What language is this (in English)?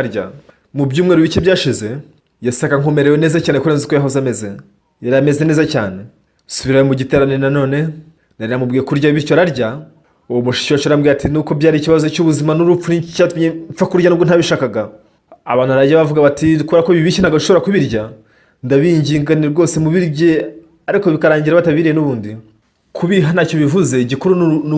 Kinyarwanda